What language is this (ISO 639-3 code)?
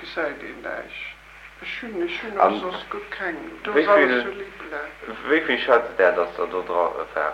ltz